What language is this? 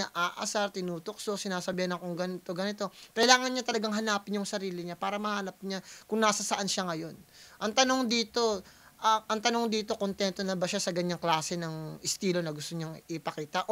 Filipino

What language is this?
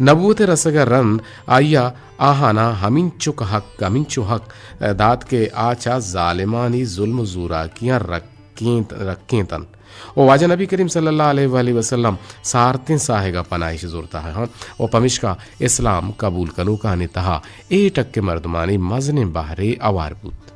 Eastern Balochi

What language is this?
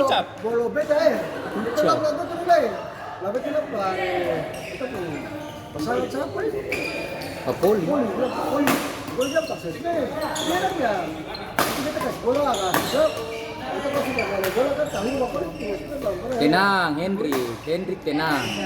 Ambonese Malay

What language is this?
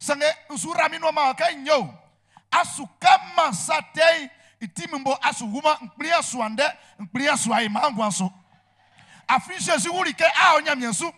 Baoulé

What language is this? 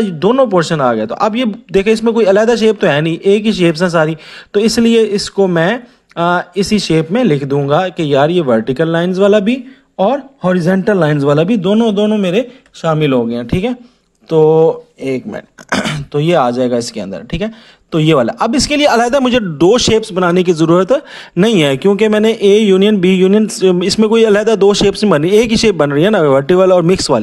Hindi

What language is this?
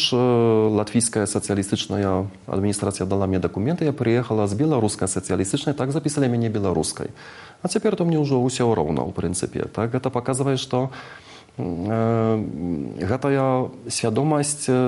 Belarusian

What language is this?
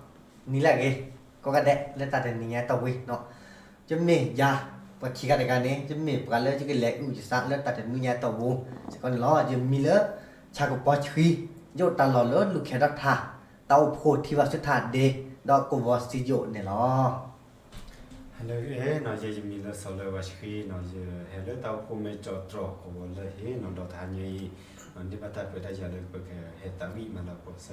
S'gaw Karen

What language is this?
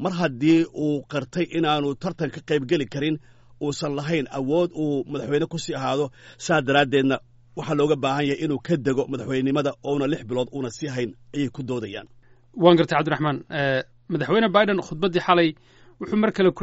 Somali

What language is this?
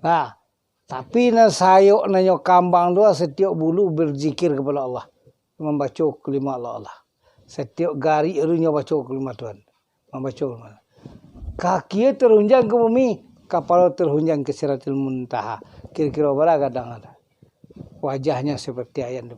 Minangkabau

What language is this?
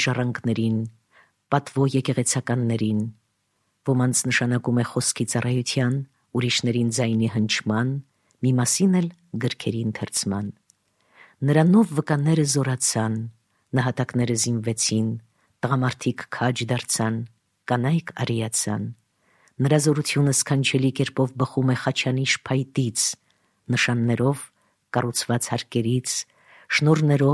Armenian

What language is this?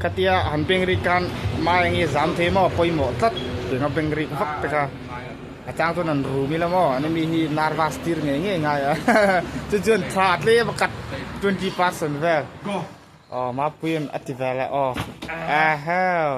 Mizo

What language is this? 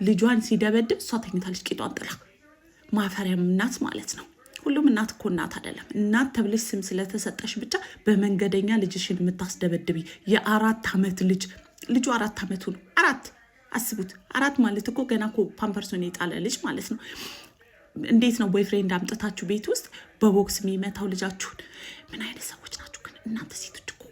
Amharic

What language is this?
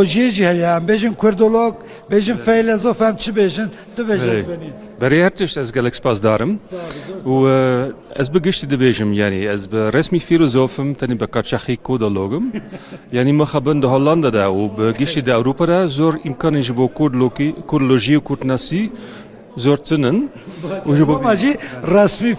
Kurdish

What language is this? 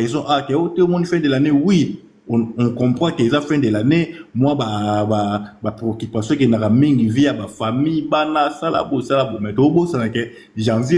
Lingala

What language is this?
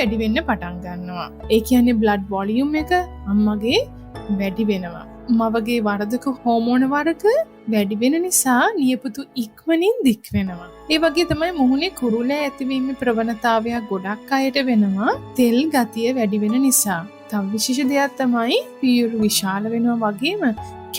Sinhala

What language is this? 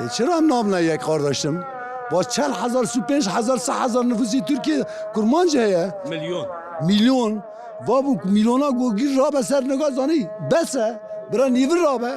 Kurdish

